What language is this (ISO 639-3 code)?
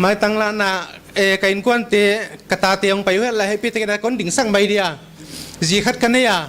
pck